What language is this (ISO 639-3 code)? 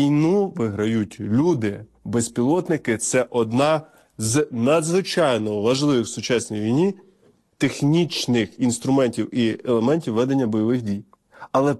ukr